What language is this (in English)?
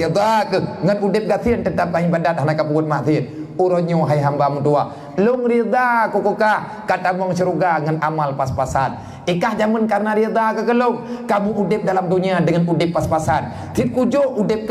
Achinese